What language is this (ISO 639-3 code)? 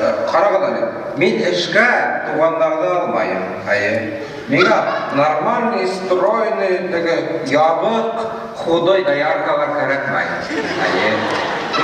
bak